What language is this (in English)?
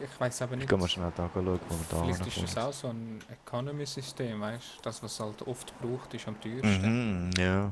Swiss German